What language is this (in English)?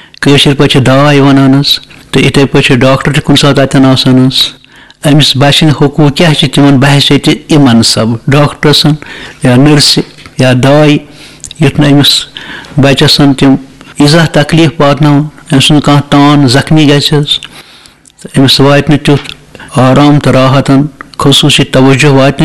Kashmiri